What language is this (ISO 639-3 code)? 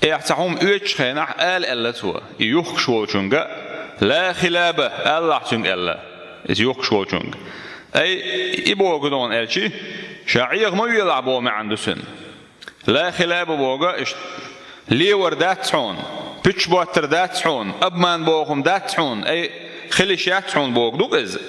che